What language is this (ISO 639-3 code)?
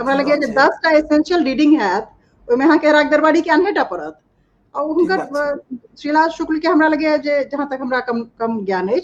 mai